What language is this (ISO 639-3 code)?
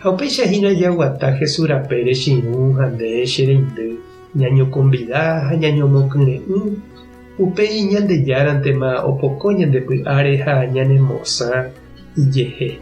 grn